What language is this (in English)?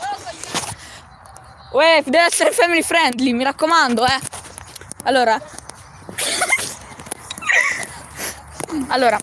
Italian